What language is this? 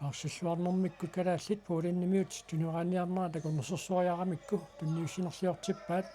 Kalaallisut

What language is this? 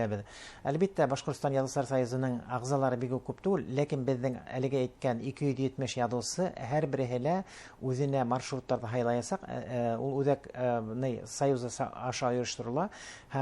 Bashkir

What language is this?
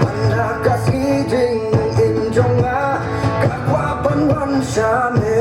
Khasi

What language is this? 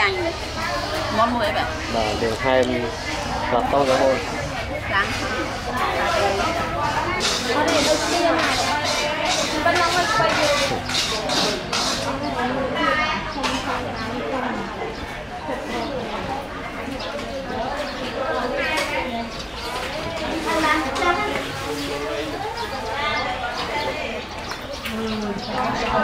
Vietnamese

